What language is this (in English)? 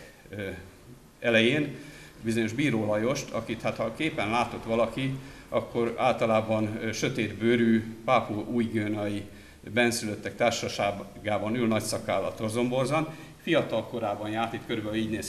Hungarian